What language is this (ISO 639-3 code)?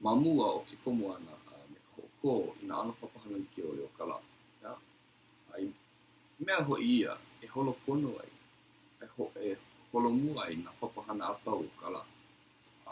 haw